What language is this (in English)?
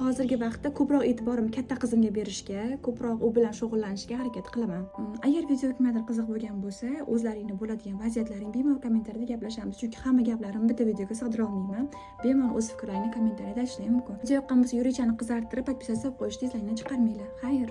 Uzbek